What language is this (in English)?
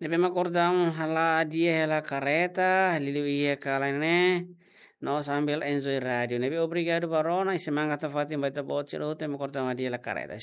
Tetum